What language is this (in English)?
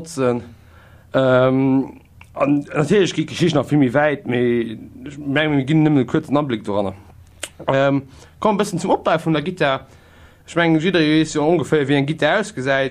Luxembourgish